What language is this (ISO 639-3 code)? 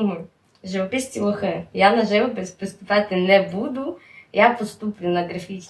rue